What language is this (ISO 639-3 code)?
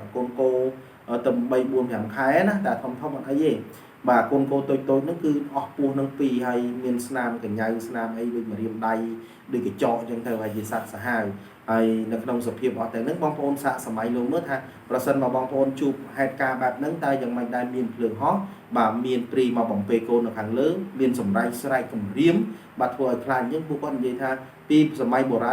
khm